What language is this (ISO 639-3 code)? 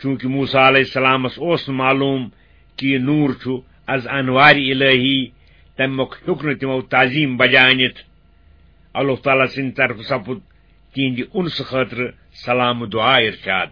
kas